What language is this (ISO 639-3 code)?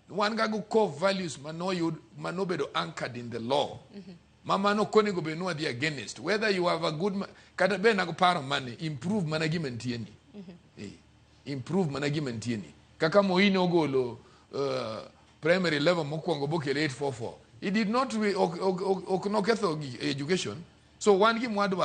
luo